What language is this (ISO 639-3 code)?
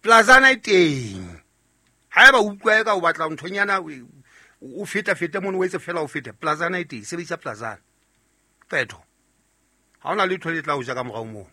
sot